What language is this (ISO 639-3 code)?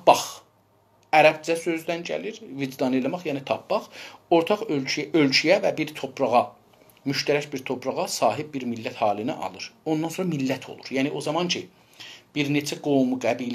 azb